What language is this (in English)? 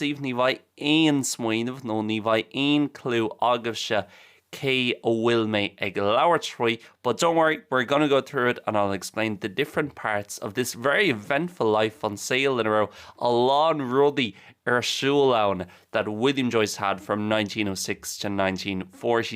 Irish